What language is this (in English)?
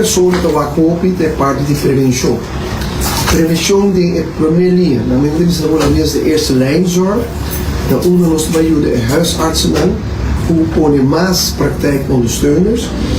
Papiamento